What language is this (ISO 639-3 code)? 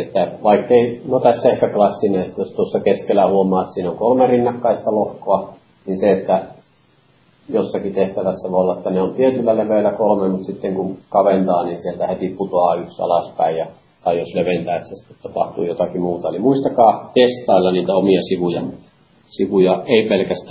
fin